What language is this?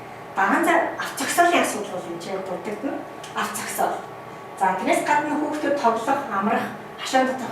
Mongolian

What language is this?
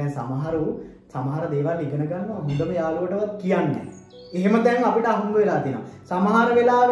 Sinhala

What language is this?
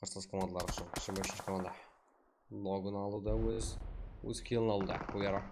Kara-Kalpak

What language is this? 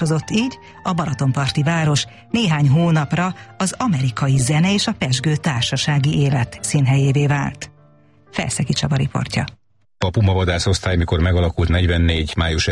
Hungarian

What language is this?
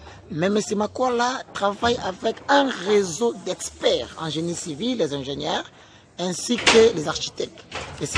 French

